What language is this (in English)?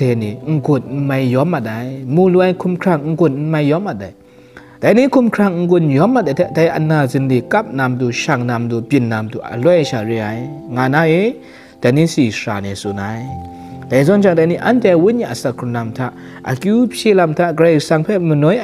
Kachin